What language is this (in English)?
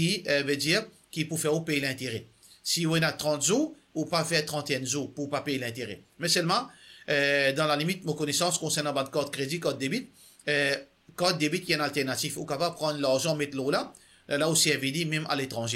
Morisyen